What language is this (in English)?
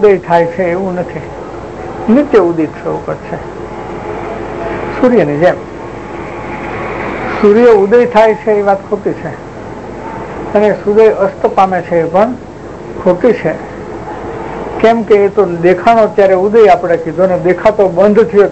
Gujarati